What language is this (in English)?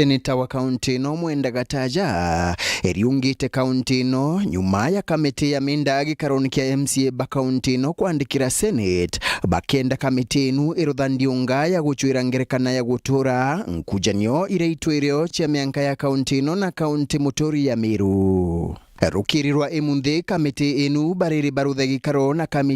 Meru